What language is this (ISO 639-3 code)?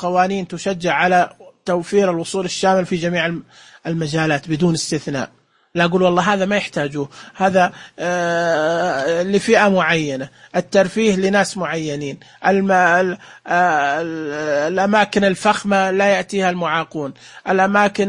ars